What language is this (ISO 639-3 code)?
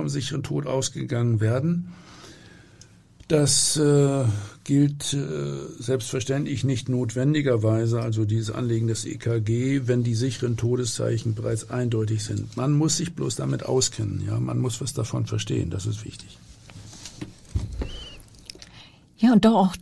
deu